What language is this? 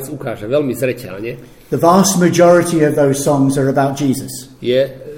Slovak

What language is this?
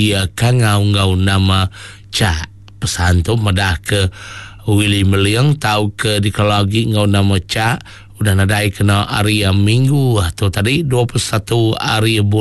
Iban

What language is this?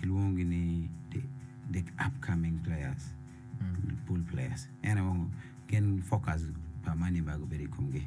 Acoli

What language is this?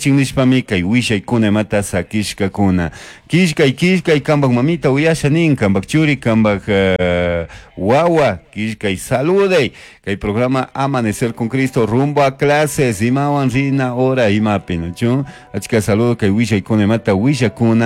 Chimborazo Highland Quichua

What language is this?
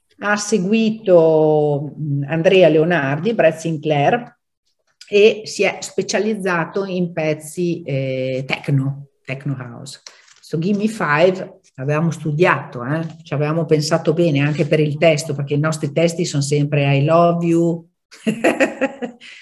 Italian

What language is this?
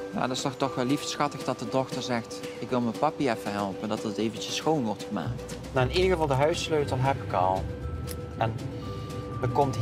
Dutch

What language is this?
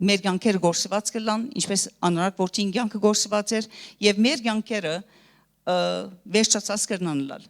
Western Armenian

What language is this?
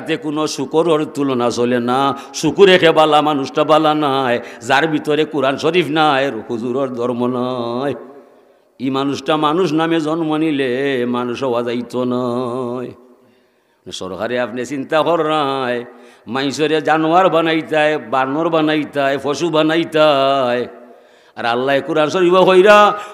Sylheti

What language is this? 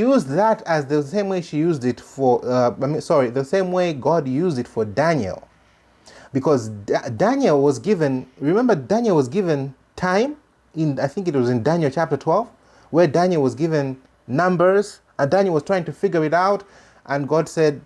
English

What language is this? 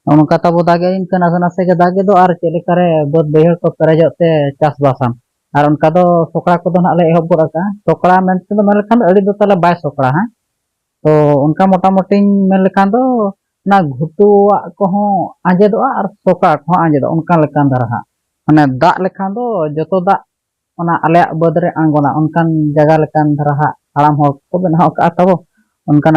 Santali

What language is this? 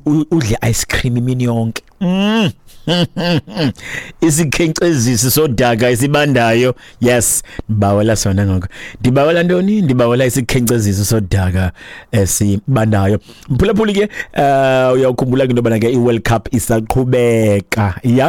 Xhosa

